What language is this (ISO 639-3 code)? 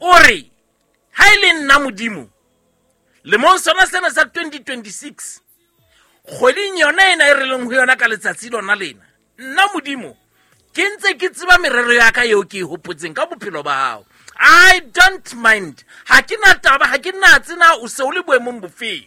sot